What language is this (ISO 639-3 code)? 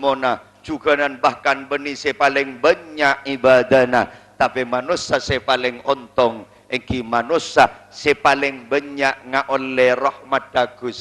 mad